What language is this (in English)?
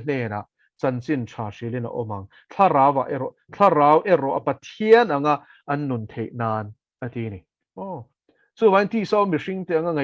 Mizo